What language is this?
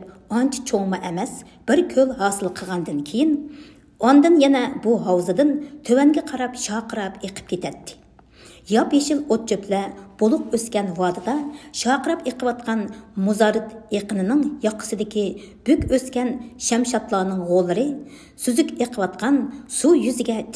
Uyghur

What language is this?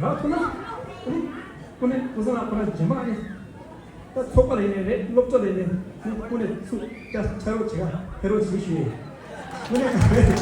Tibetan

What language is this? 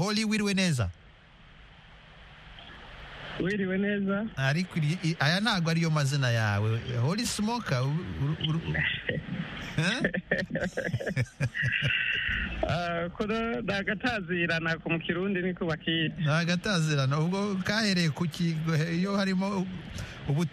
Kinyarwanda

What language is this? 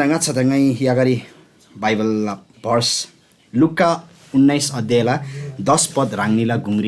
Eastern Tamang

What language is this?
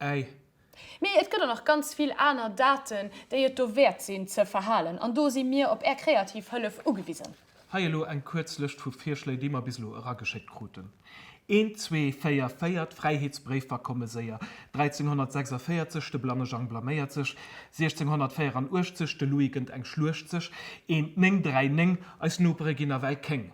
Luxembourgish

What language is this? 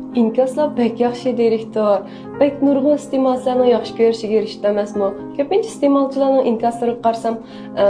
Uyghur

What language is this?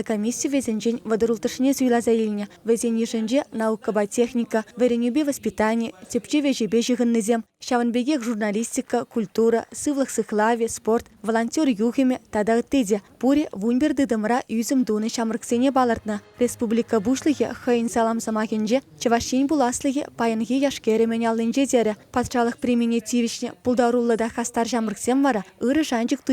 Chuvash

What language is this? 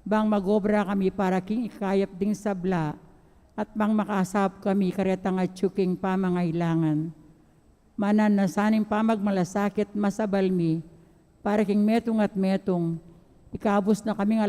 Pampanga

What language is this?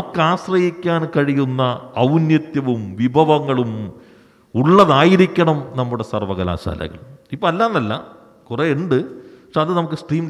Malayalam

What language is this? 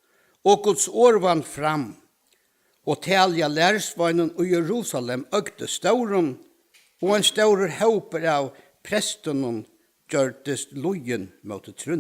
Faroese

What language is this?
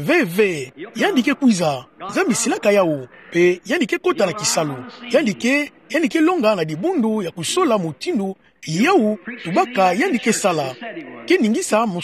Kituba (Democratic Republic of Congo)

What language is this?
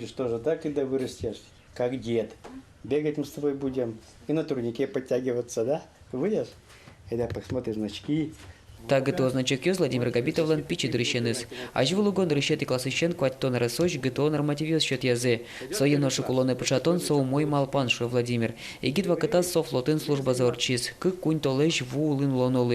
Udmurt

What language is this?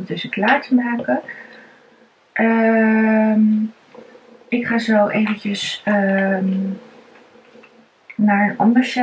Dutch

